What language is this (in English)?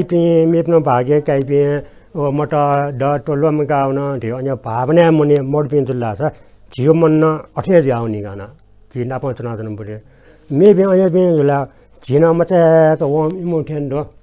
Newari